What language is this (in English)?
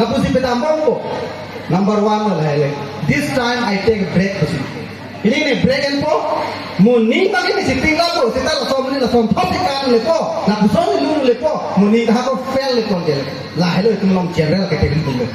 Karbi